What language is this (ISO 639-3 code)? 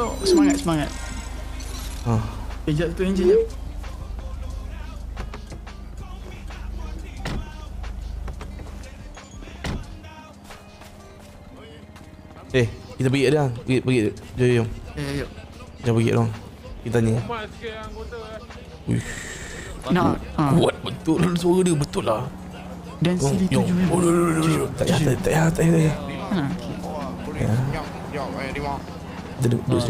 msa